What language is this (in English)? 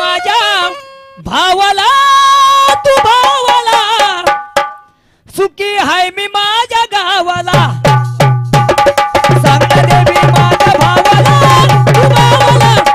Marathi